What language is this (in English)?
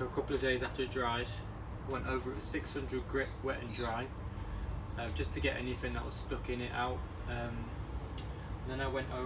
English